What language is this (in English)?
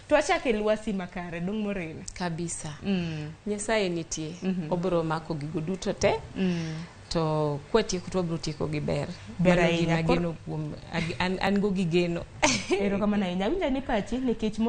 Luo (Kenya and Tanzania)